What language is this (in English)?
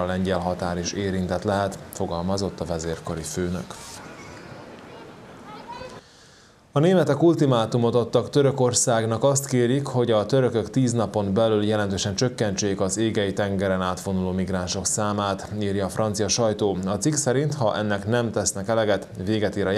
Hungarian